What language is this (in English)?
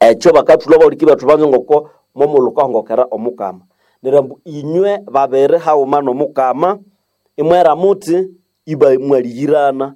Nande